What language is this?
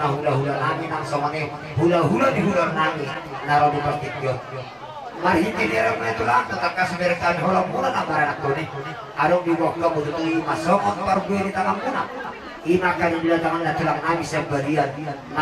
Batak Toba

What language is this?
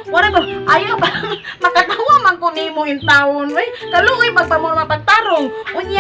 Cebuano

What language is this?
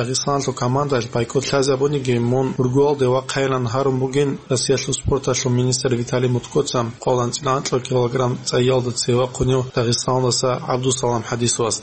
Avaric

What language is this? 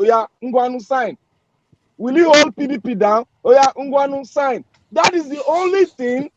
Nigerian Pidgin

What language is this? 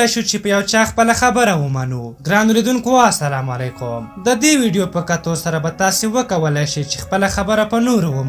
Pashto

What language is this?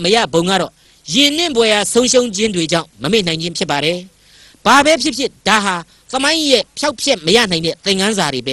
Burmese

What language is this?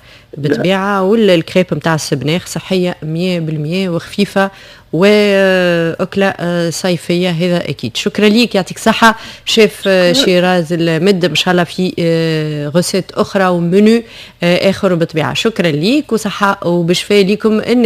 Tunisian Arabic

